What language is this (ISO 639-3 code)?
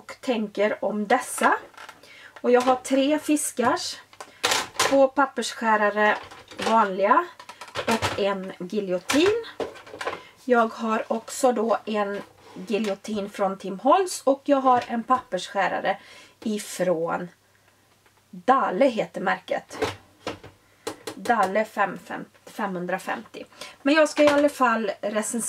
swe